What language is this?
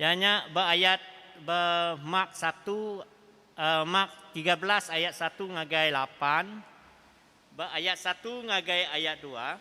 Iban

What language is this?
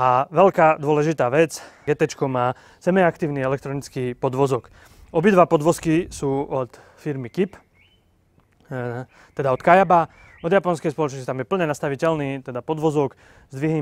Slovak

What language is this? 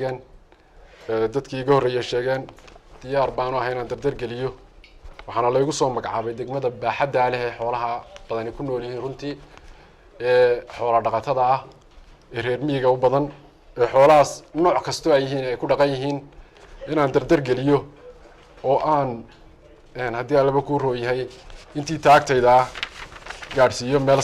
Somali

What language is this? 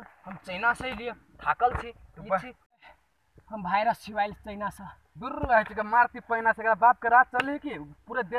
Maithili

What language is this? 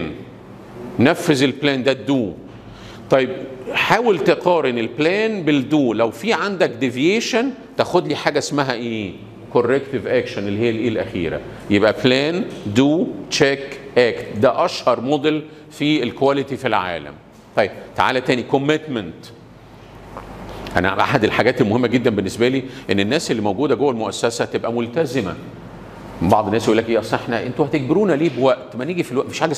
Egyptian Arabic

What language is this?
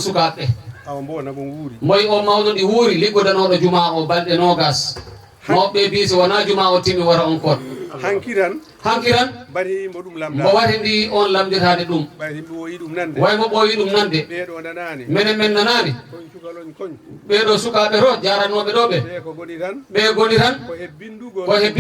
Fula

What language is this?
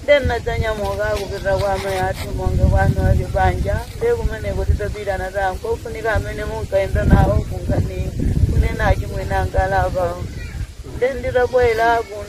Nyanja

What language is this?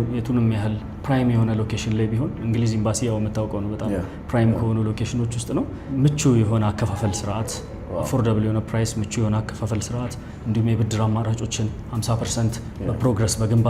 Amharic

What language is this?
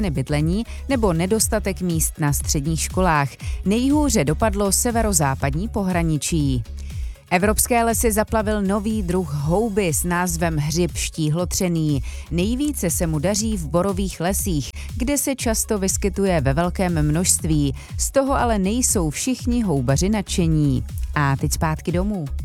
Czech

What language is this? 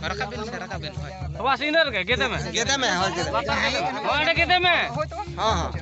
Santali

